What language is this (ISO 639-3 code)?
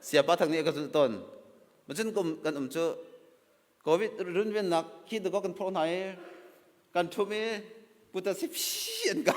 cnh